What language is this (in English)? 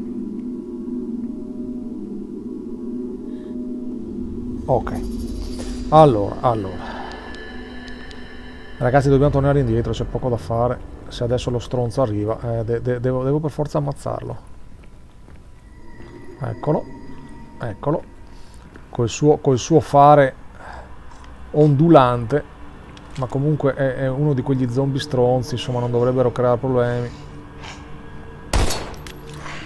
Italian